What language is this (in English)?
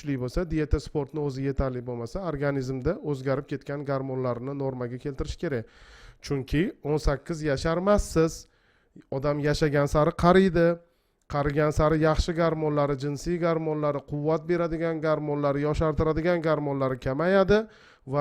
Uzbek